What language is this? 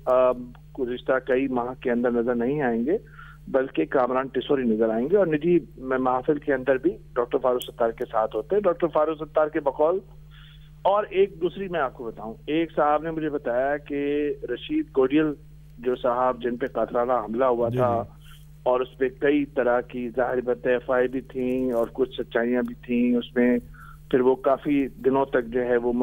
Urdu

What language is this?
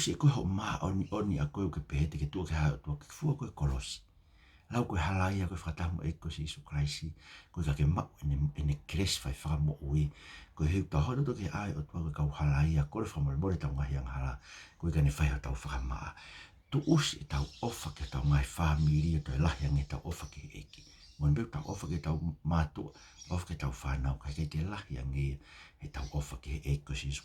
Tongan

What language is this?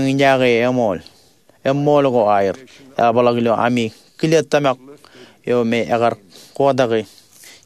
Marshallese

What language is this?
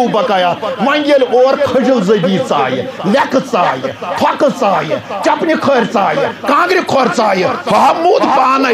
Kashmiri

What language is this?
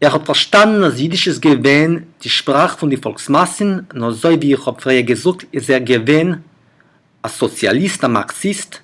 Yiddish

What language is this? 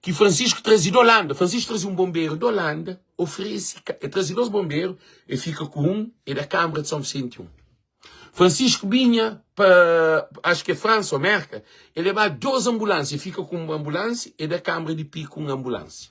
Kabuverdianu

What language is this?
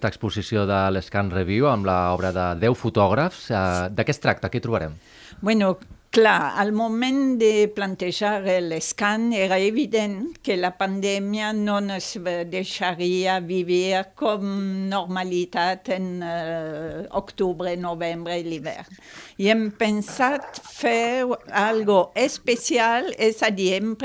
Catalan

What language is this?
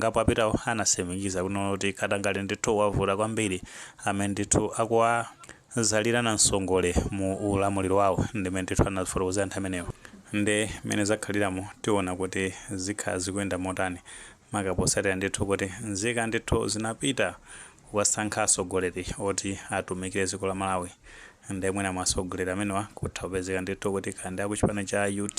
Nyanja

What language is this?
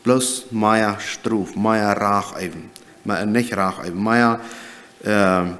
Plautdietsch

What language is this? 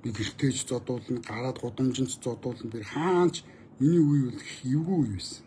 Mongolian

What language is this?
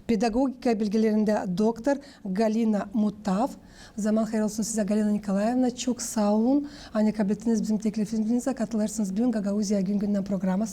Gagauz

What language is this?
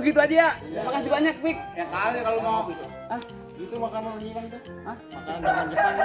Betawi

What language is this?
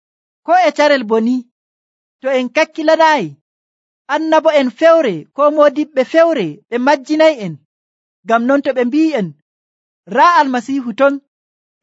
Nigerian Fulfulde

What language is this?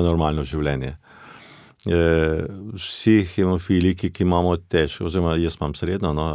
Slovenian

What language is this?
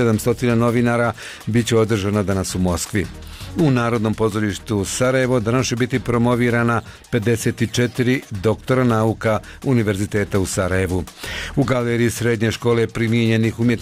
Bosnian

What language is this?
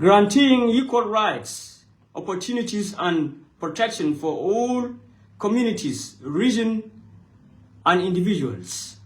Nuer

